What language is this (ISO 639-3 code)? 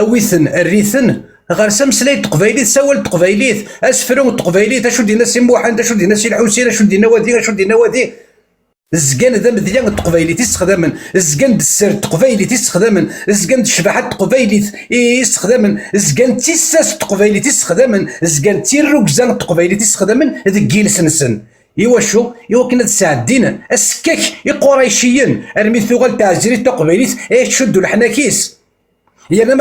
kab